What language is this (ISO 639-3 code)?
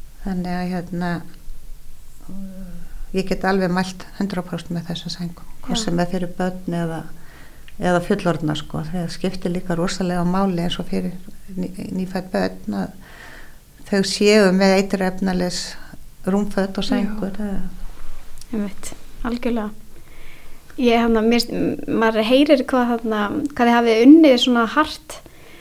isl